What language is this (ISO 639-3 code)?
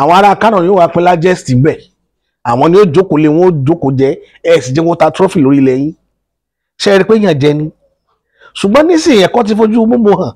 yor